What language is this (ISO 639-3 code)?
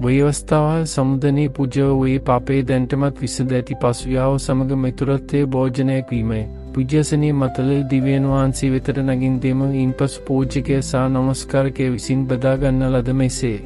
sin